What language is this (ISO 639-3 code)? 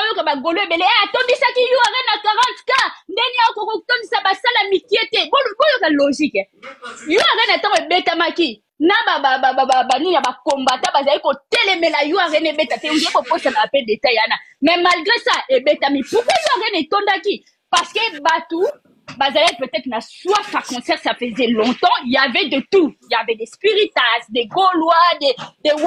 lin